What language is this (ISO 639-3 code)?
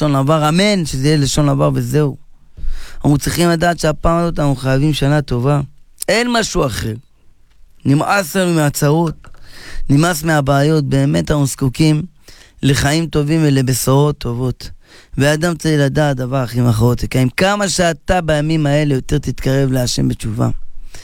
heb